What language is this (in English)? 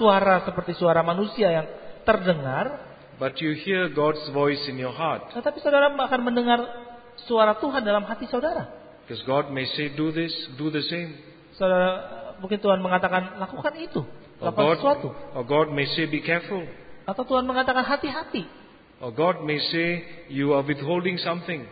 Indonesian